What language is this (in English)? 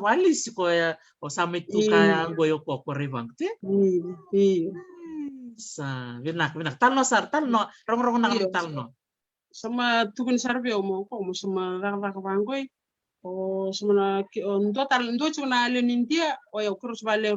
Fijian